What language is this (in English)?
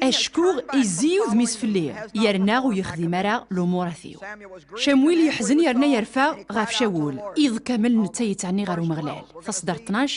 Kabyle